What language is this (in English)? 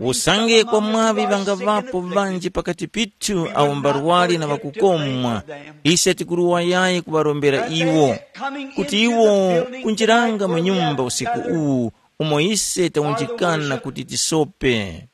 Tumbuka